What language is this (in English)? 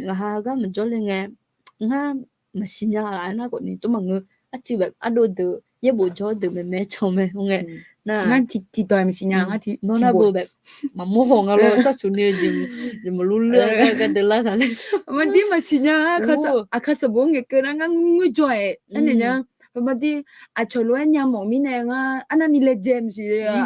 Akha